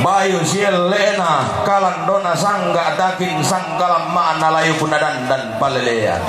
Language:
Toraja-Sa'dan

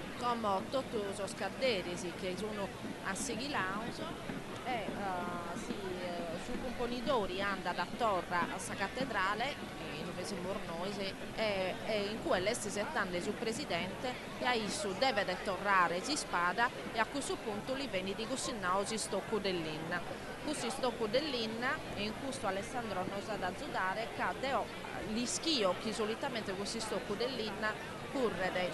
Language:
Sardinian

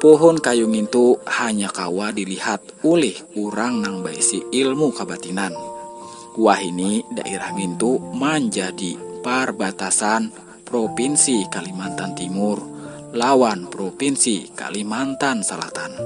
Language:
Banjar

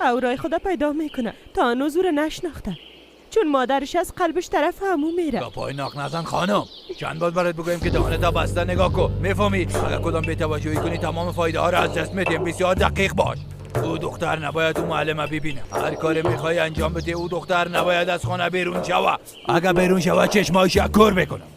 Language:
Persian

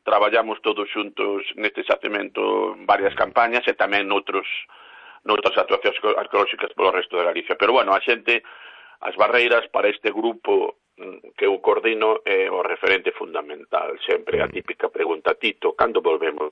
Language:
Galician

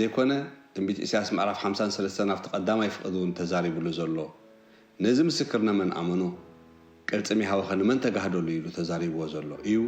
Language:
Tigrinya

